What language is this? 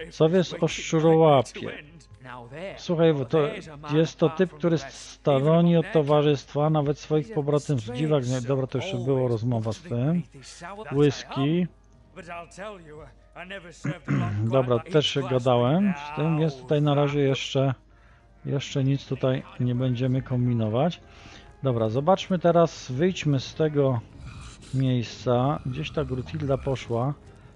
Polish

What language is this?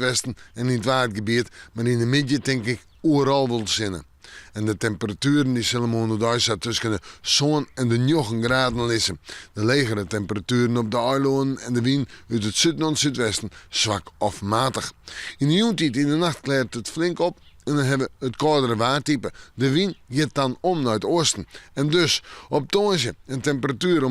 Western Frisian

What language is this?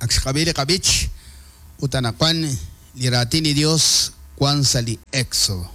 Kekchí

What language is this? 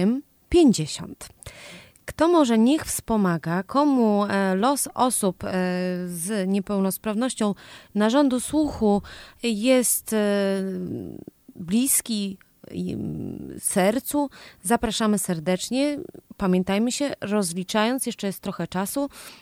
Polish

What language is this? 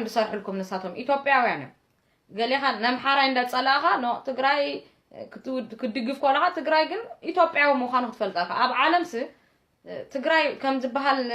Tigrinya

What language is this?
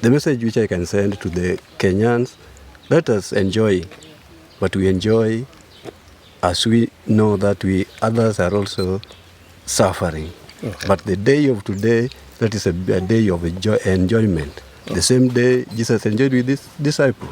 Gusii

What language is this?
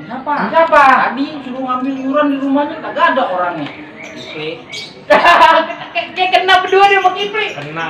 Betawi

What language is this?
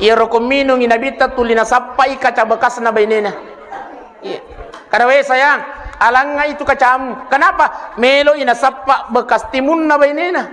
Buginese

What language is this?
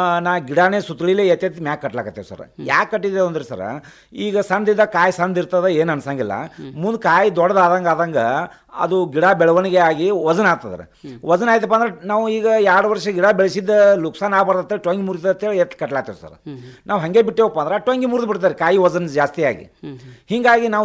Kannada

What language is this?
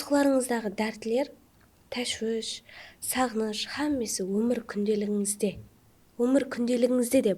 Kara-Kalpak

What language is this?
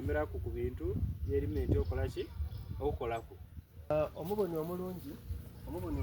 Soga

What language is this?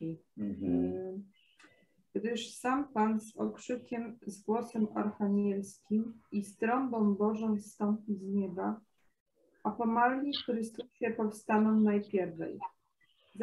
Polish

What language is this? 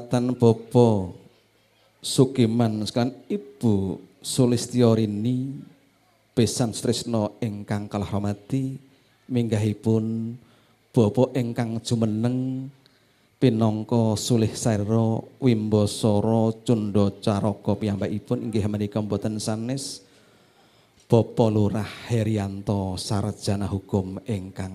Javanese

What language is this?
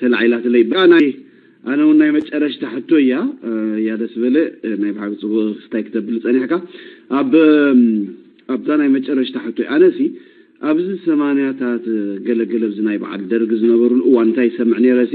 Tigrinya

